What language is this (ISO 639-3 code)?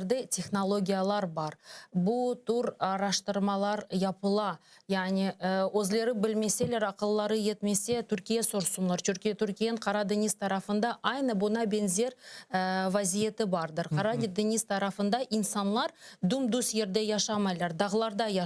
crh